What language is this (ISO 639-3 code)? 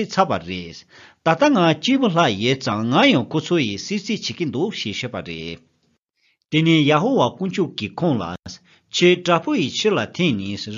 bod